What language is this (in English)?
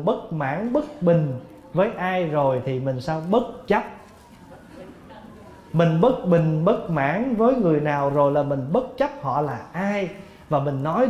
Vietnamese